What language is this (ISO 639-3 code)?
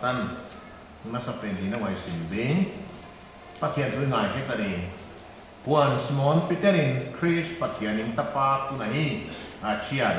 pck